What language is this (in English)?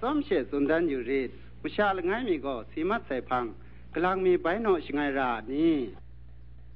Kachin